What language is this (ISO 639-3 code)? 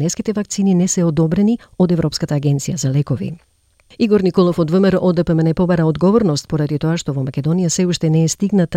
mkd